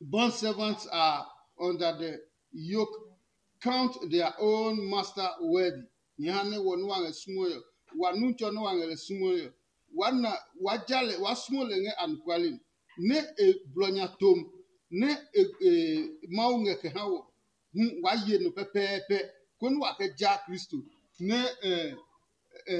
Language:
Adangme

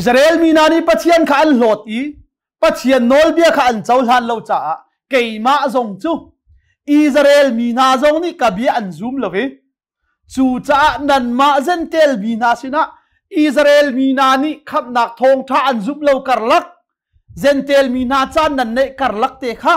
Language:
Hakha Chin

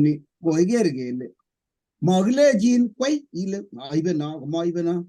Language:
Kalenjin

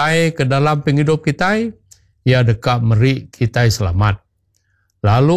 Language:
Iban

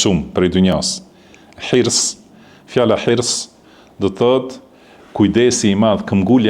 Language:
Albanian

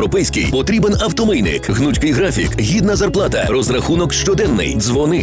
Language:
Ukrainian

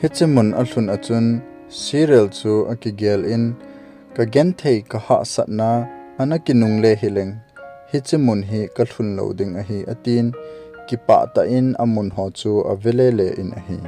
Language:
Thado Chin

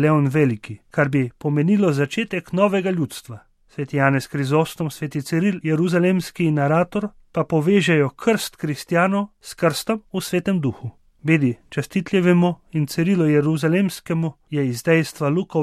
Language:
Slovenian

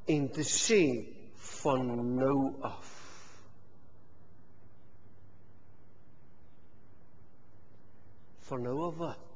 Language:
Afrikaans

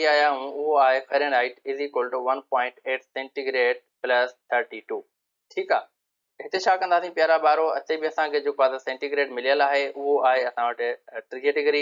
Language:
Sindhi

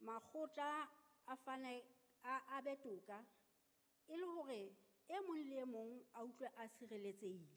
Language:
Southern Sotho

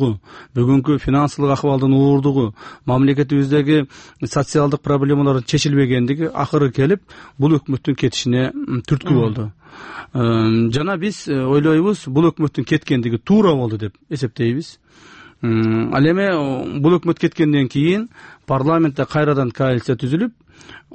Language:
Kyrgyz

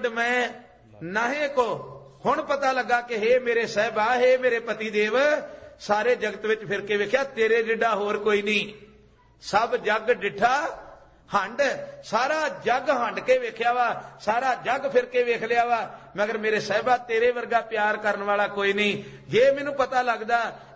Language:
Punjabi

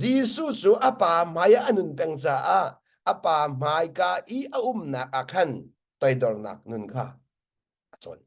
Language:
Hakha Chin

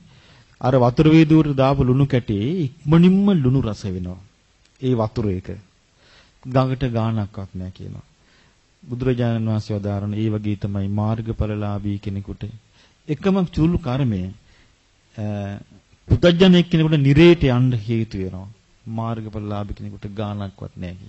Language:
Sinhala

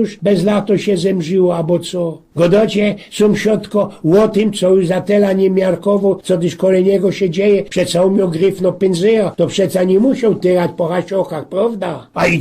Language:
Silesian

